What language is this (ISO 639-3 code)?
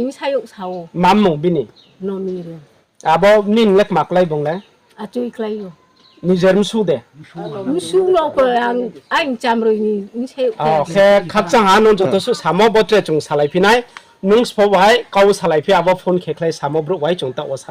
ria